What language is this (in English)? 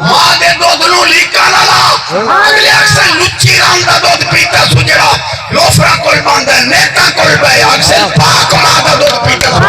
Saraiki